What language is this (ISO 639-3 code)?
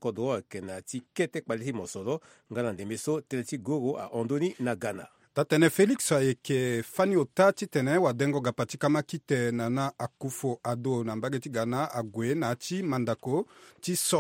sag